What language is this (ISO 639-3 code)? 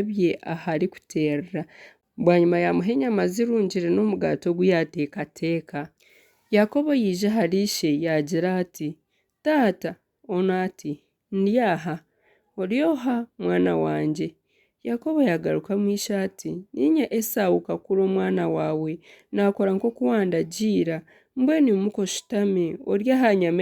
nyn